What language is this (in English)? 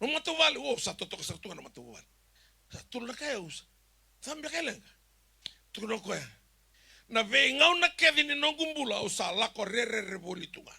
Fijian